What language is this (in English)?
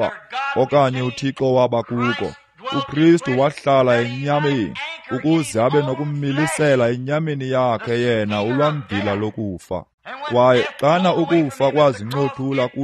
Xhosa